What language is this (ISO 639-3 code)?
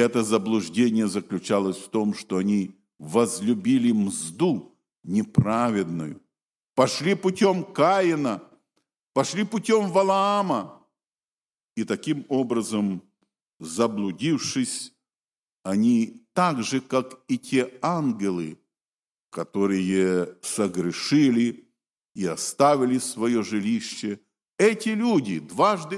rus